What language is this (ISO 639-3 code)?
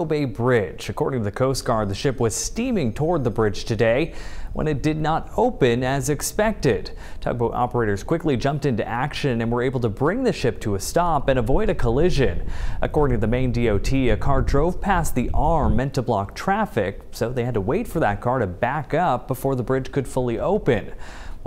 eng